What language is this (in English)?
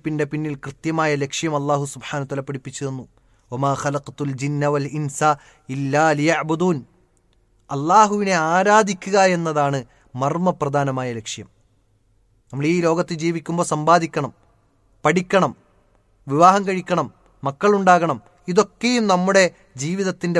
Malayalam